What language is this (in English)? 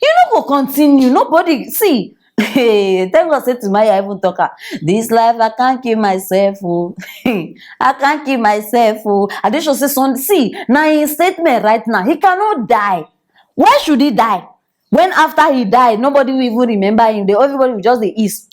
Nigerian Pidgin